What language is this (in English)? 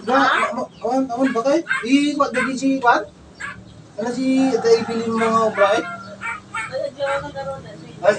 Iloko